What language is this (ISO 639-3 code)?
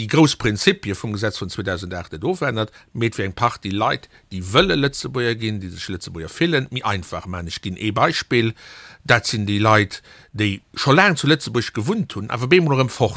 ltz